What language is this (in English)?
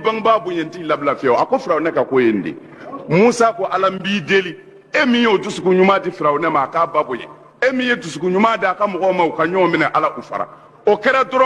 Bambara